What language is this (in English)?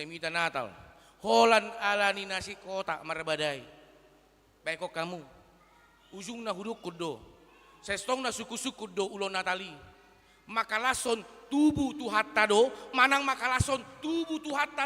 Batak Toba